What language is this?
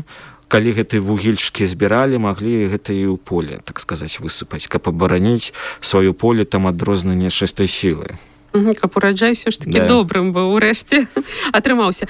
Belarusian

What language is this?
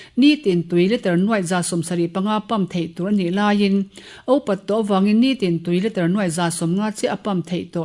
Mizo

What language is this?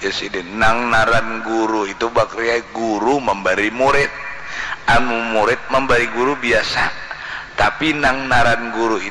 Banjar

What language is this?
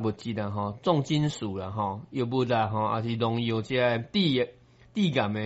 Min Nan Chinese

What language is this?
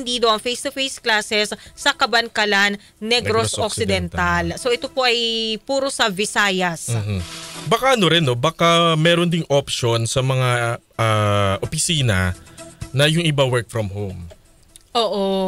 Filipino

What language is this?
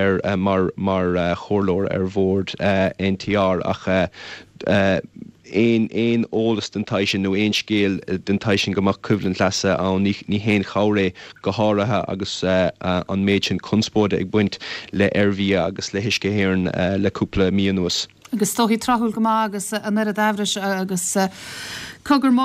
Irish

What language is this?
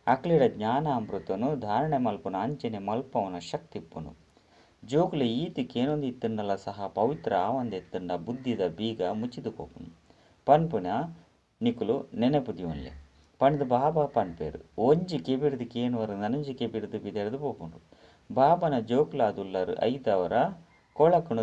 Tulu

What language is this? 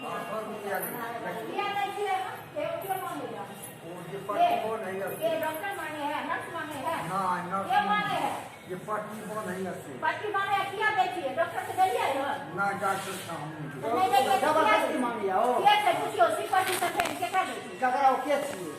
Maithili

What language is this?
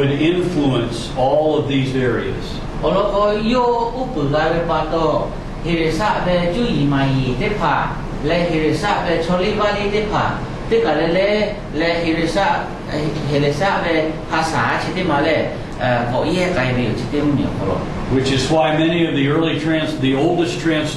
Lahu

